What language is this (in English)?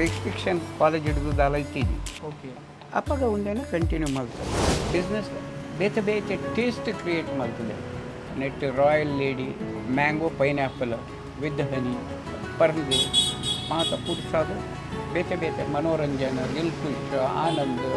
Tulu